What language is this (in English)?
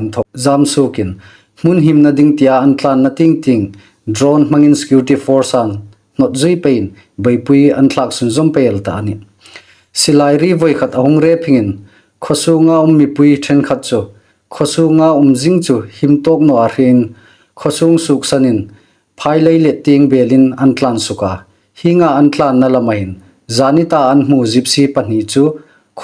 Hmar